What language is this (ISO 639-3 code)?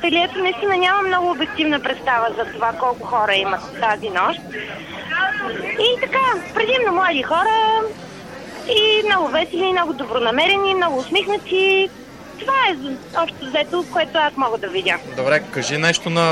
bul